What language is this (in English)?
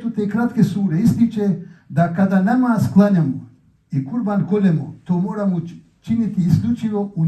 Bosnian